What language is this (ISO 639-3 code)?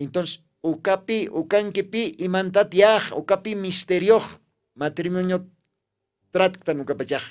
aym